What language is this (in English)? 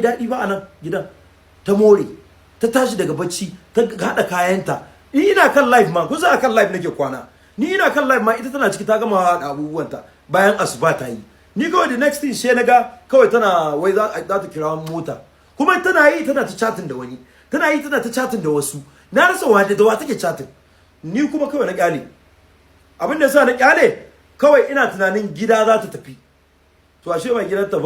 Hausa